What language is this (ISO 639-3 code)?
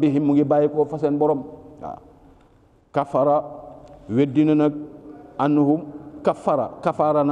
wol